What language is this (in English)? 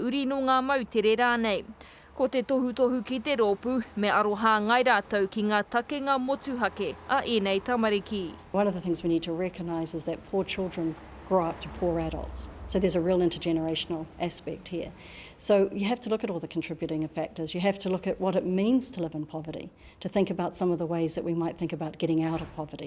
Māori